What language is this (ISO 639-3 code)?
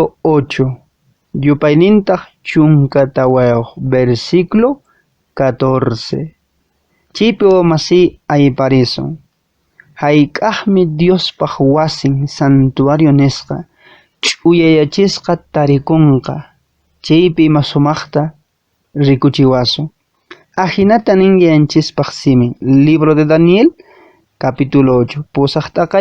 que